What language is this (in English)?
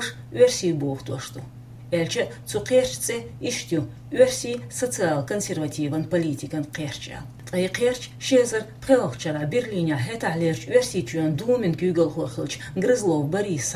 Chechen